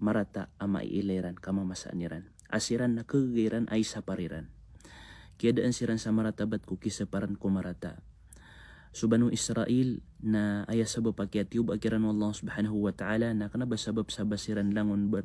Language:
Maranao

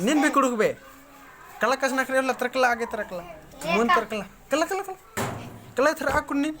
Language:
Kurukh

